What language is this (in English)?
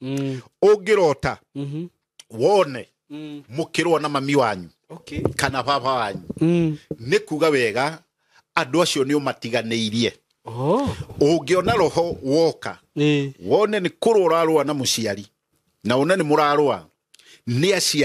Kikuyu